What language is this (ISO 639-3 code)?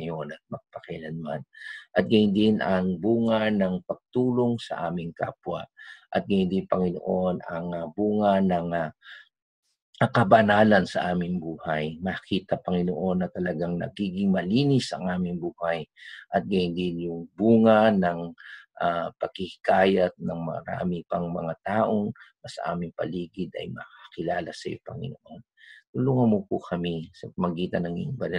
fil